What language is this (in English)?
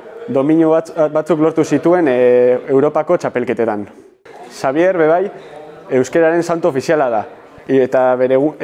Basque